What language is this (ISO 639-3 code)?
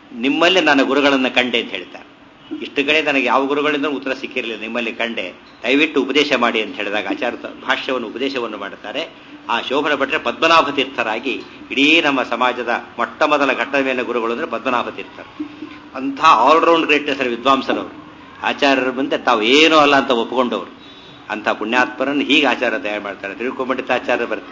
kan